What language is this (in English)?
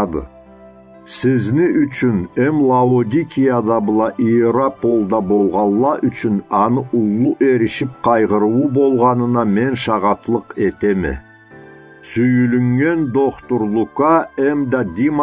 Karachay-Balkar